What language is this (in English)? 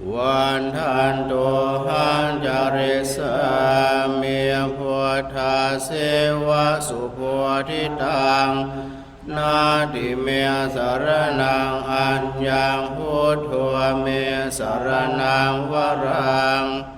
Pali